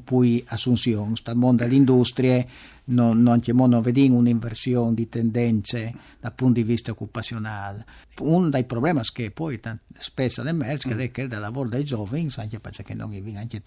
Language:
Friulian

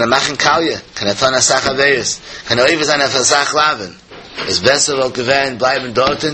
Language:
Yiddish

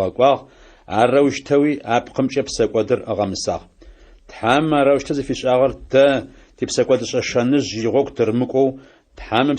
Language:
Adyghe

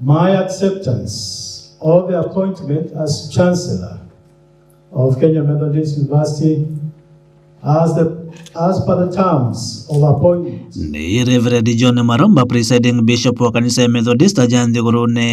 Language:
Meru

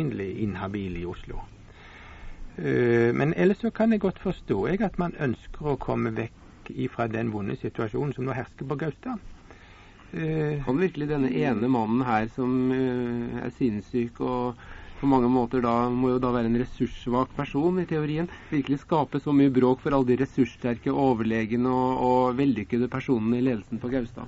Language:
Norwegian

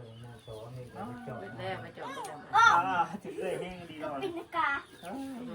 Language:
Northeastern Thai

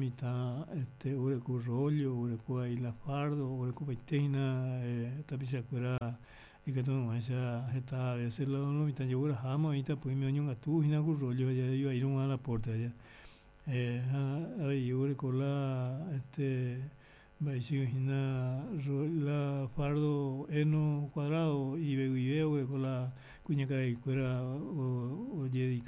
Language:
Guarani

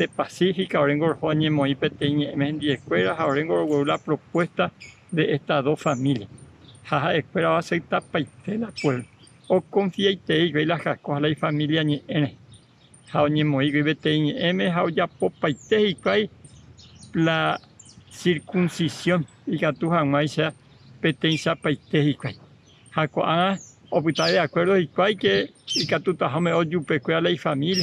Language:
Guarani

